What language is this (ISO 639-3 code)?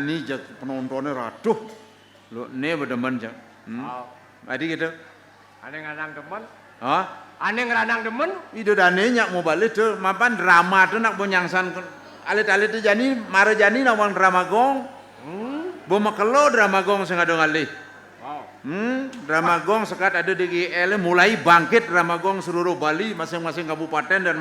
ban